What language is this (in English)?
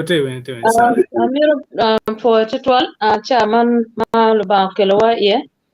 Acoli